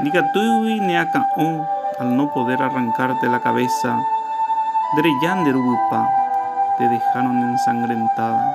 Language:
Guarani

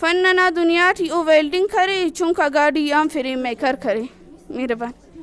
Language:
Brahui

